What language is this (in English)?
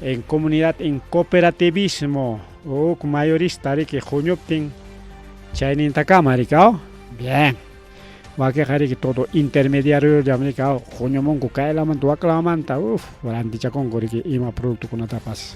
Ayacucho Quechua